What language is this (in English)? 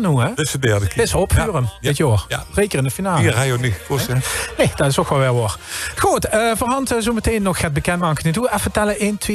Limburgish